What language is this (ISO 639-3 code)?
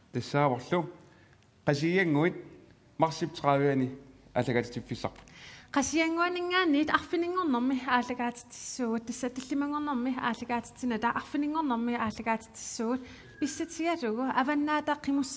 kal